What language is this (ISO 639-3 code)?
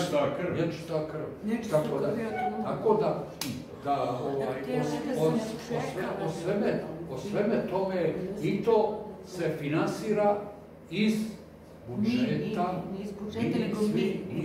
srp